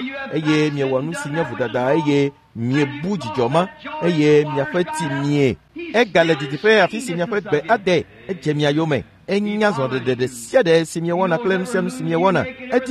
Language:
Ewe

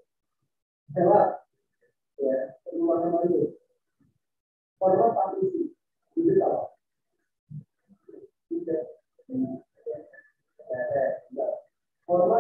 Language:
Indonesian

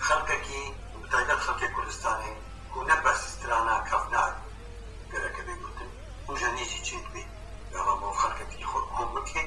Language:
Kurdish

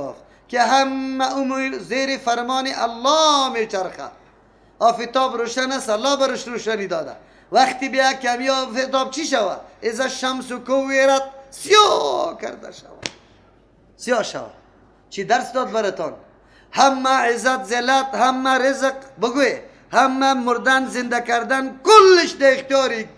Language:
Persian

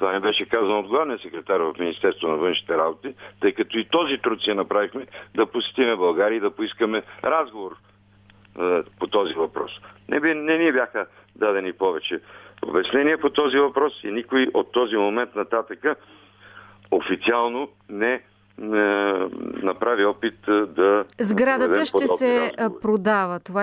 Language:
Bulgarian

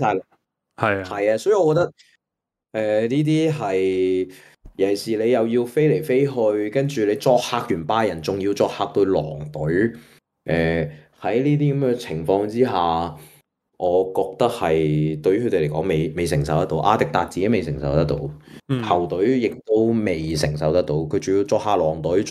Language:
Cantonese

